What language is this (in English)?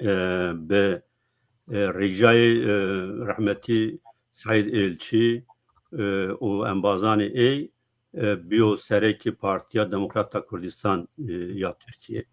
Zaza